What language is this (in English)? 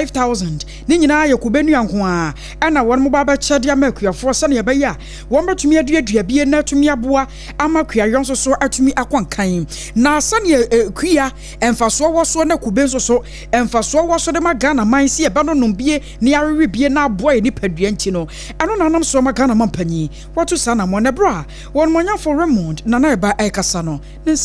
Akan